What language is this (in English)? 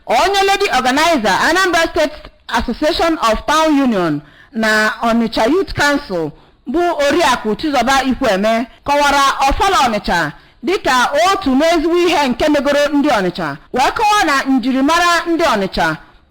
Igbo